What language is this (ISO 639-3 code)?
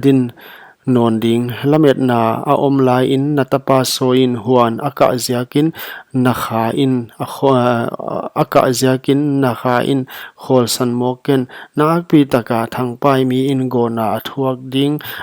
pck